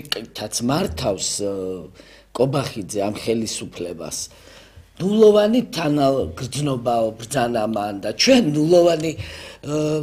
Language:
Georgian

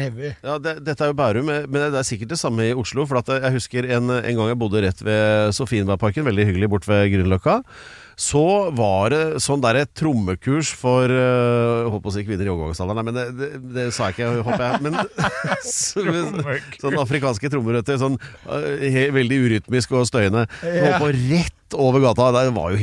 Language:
Norwegian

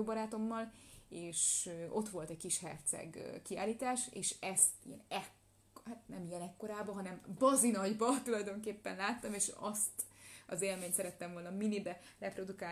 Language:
Hungarian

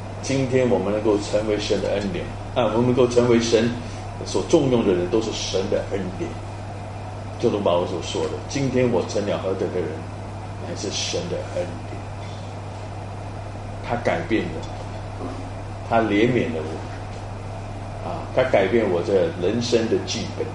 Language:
Chinese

